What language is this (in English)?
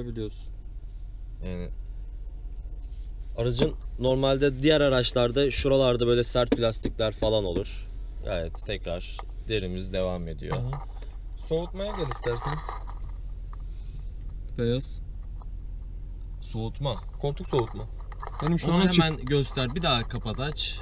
Turkish